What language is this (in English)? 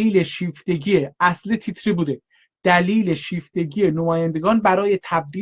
South Azerbaijani